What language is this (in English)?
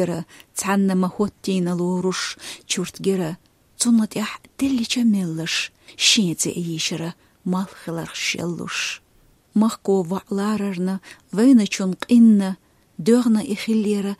Chechen